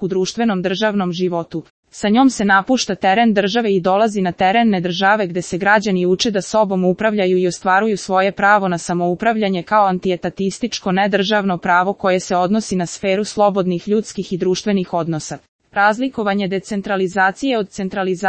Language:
Serbian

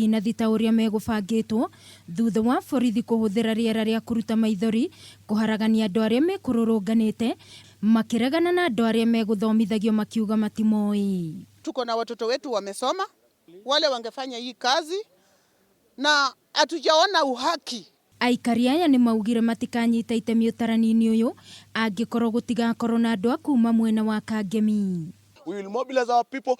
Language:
Kikuyu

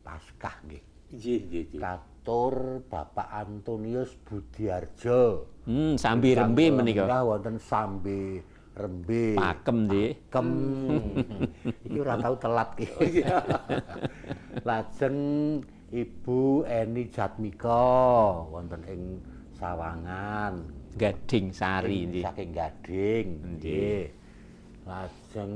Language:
Javanese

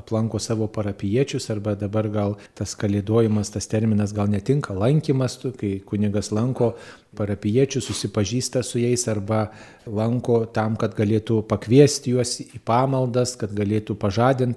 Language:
Lithuanian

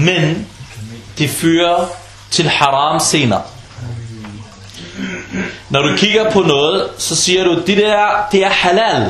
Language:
Danish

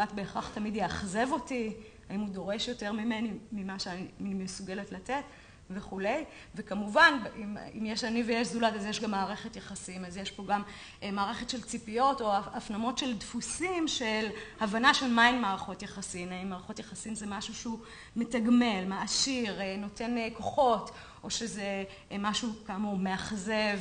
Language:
Hebrew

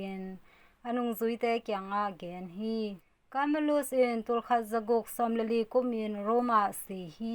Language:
Tedim Chin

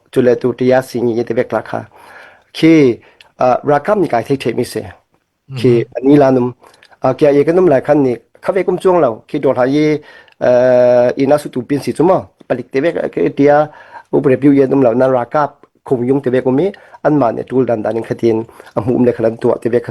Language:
Falam Chin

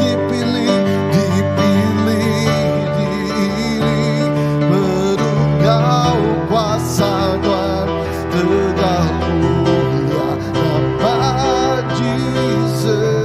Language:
Iban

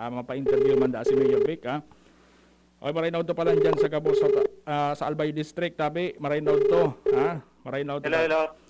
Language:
Bikol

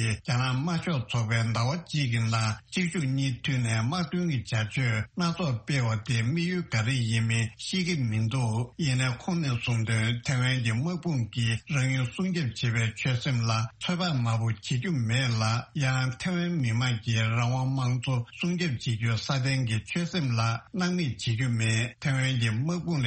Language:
Tibetan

